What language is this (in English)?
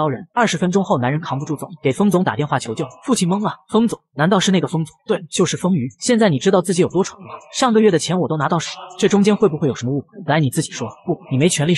Chinese